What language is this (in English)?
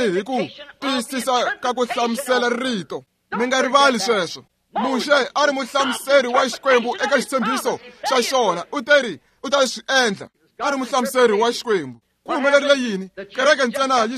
Tsonga